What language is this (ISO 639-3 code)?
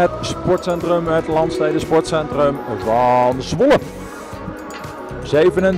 nld